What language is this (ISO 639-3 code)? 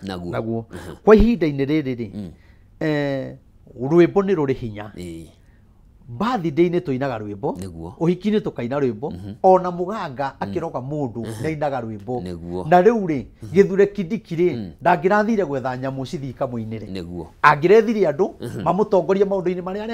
kik